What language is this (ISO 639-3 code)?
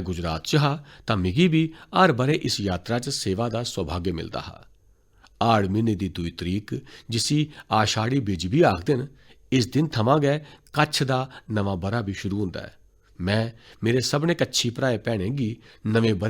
doi